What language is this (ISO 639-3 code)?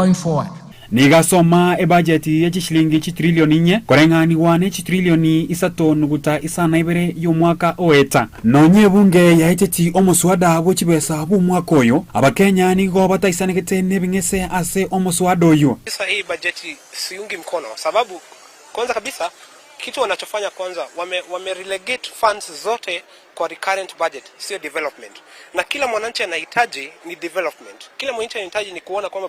guz